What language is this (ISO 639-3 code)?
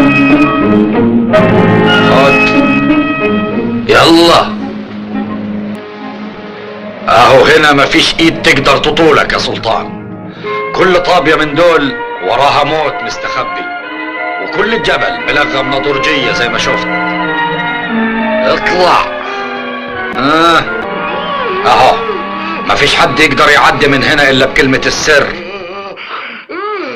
arz